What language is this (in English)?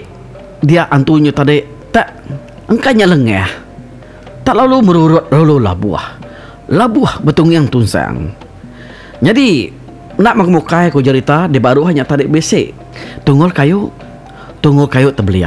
Iban